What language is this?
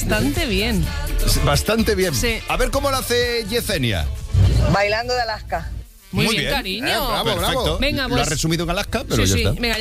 Spanish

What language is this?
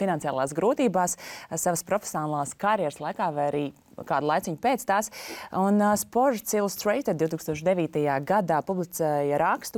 Latvian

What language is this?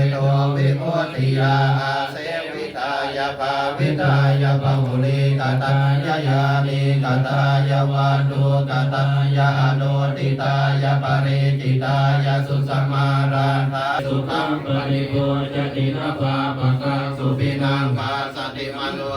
Pali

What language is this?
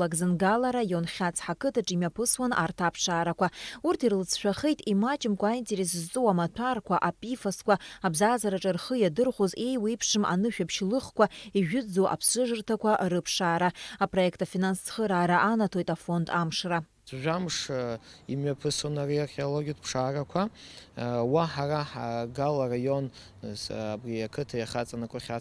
Abkhazian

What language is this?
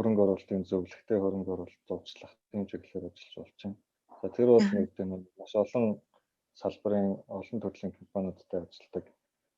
Mongolian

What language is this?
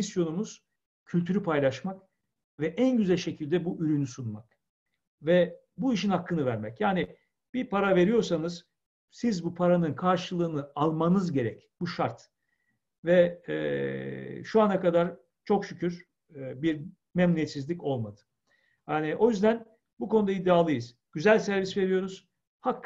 Turkish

